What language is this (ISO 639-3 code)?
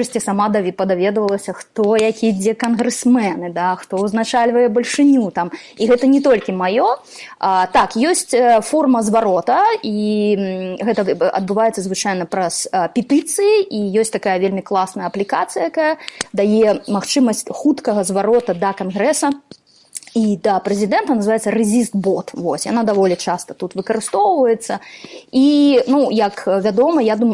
bel